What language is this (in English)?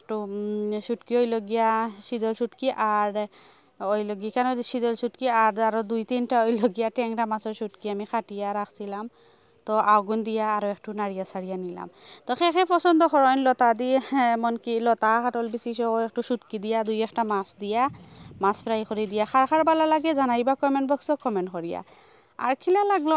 Sylheti